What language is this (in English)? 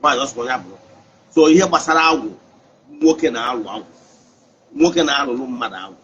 Igbo